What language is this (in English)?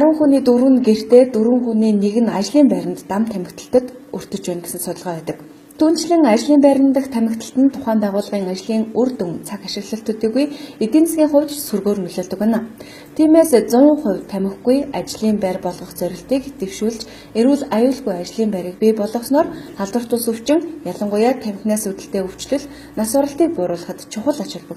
Mongolian